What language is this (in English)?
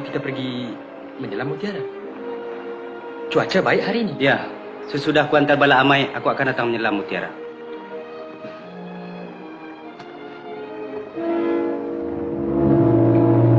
Malay